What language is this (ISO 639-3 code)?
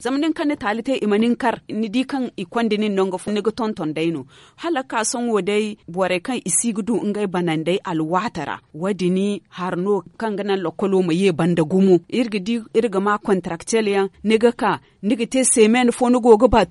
dje